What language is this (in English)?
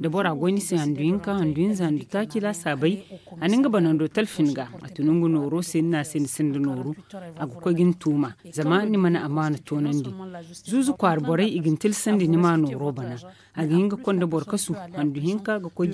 Zarma